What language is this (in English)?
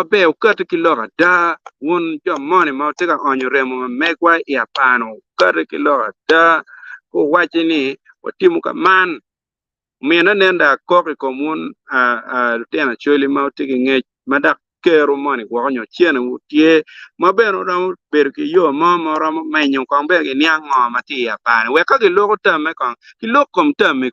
Acoli